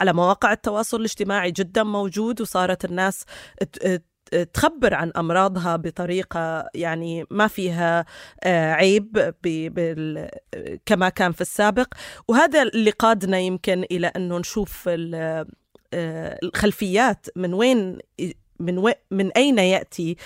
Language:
North Levantine Arabic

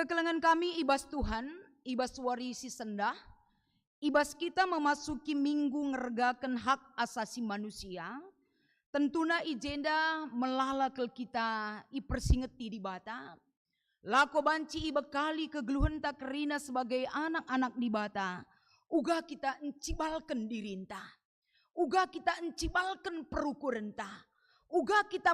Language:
Batak Karo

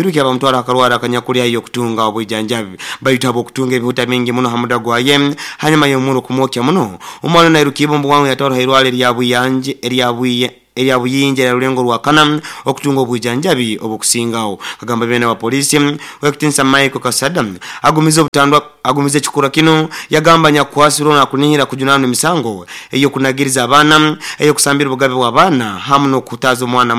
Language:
Nyoro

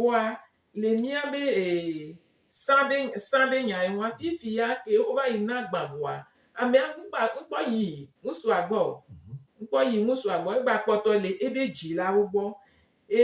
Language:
Gen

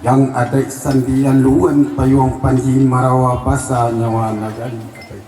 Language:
Minangkabau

